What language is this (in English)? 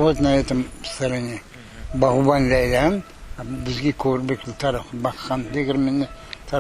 Crimean Tatar